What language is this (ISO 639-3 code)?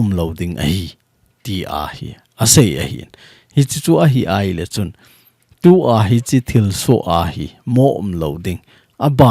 tcz